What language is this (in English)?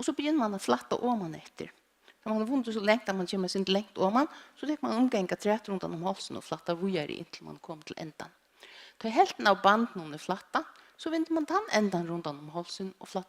Faroese